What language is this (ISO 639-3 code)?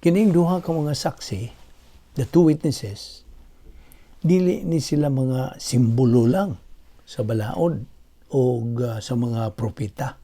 ceb